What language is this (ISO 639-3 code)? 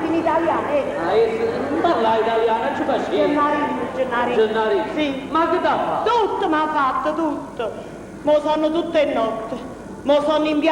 nap